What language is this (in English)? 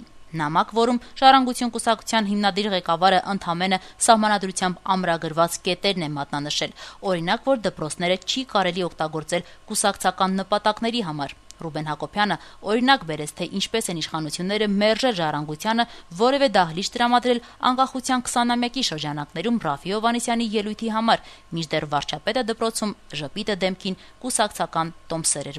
Armenian